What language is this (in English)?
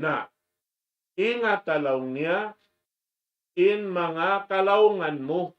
Tausug